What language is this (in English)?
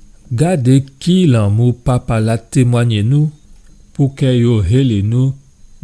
Guadeloupean Creole French